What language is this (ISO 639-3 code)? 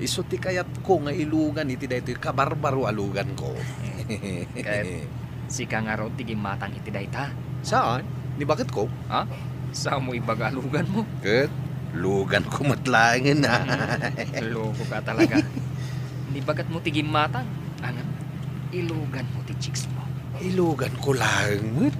ilo